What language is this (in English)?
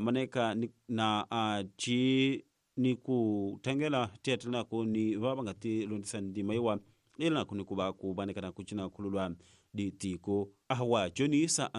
Tsonga